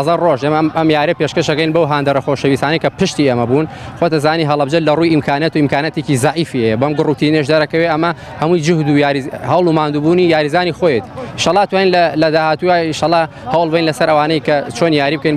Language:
Central Kurdish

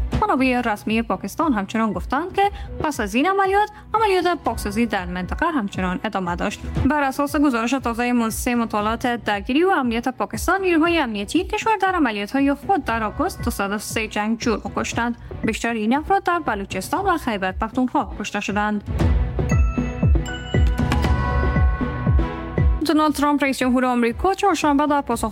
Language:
Persian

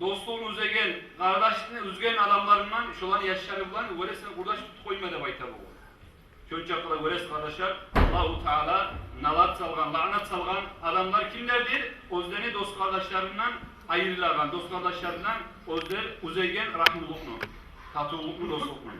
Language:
Kumyk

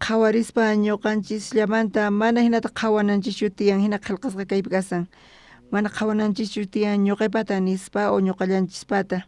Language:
South Bolivian Quechua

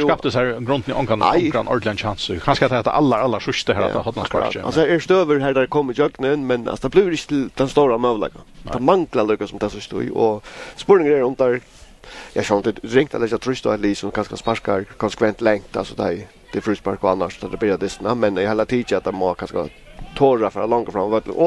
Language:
Faroese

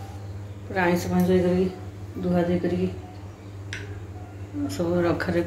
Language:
Odia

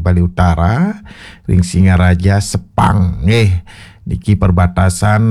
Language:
Balinese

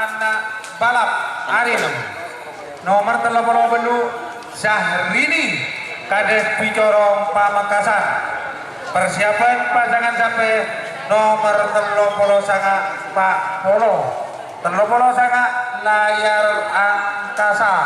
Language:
Madurese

